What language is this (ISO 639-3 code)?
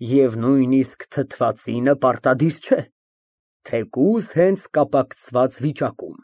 hye